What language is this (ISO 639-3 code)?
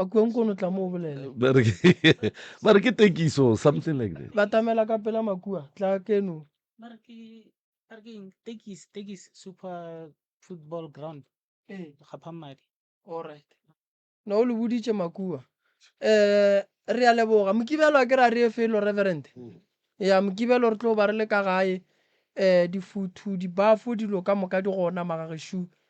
nso